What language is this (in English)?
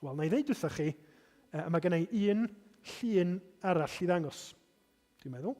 Welsh